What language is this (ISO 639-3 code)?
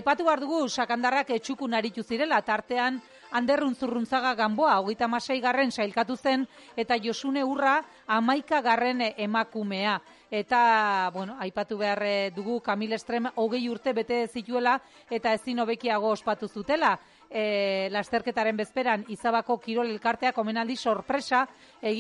eus